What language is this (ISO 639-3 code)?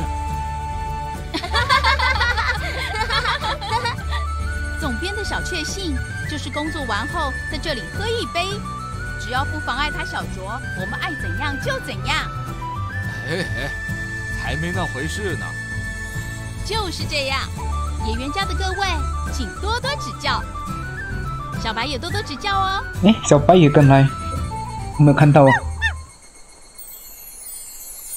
zho